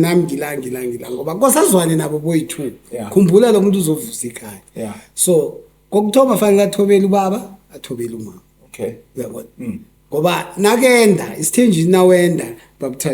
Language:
Zulu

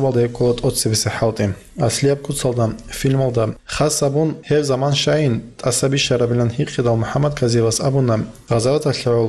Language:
Avaric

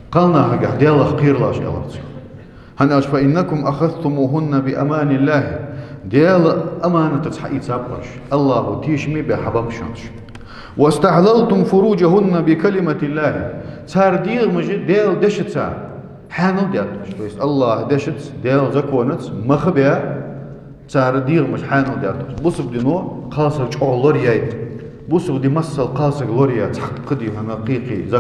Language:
Ingush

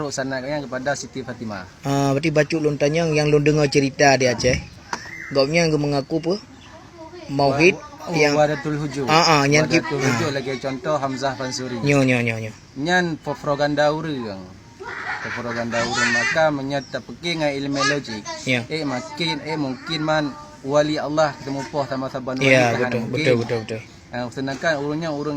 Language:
Achinese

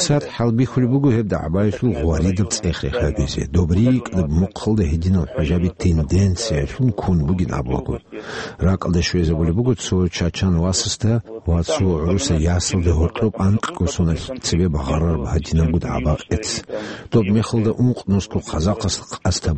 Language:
Avaric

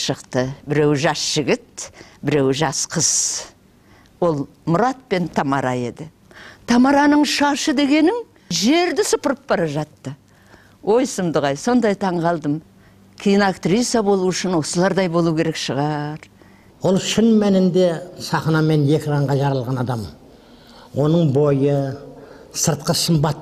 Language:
Kazakh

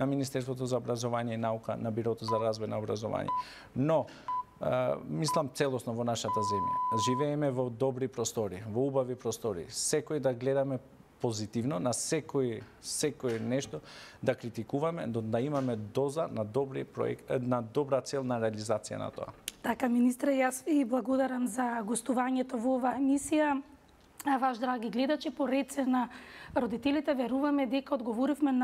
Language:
Macedonian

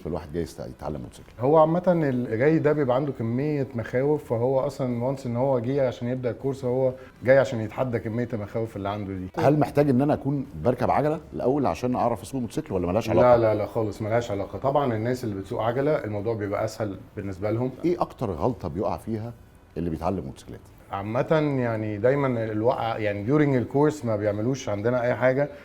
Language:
Egyptian Arabic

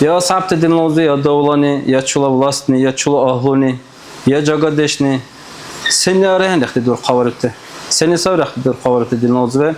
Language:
Dargwa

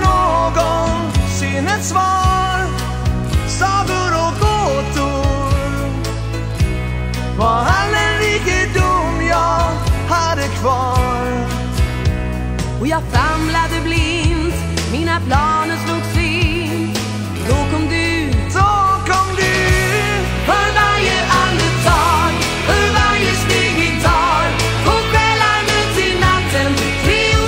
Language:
Swedish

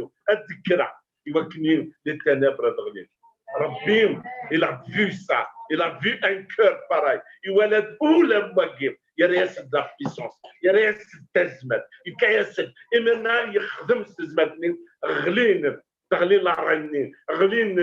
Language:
Kabyle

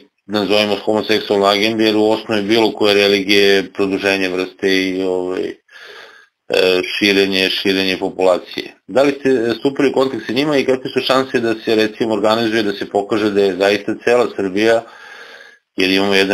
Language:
Serbian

